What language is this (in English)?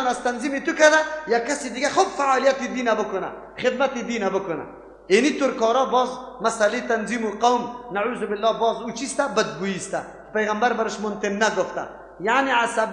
Persian